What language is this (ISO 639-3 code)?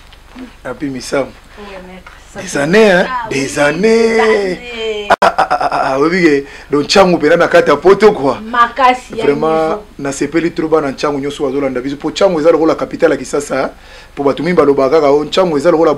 lin